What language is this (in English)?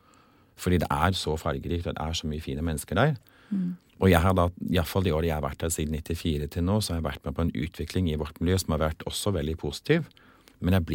Norwegian